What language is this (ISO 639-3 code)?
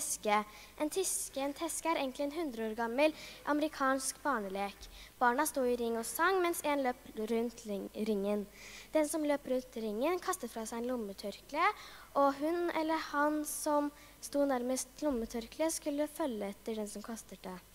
nor